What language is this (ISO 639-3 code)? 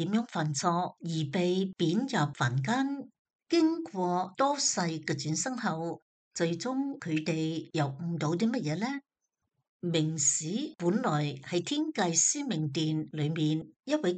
yue